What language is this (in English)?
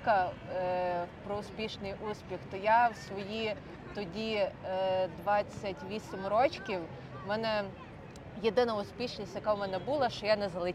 Ukrainian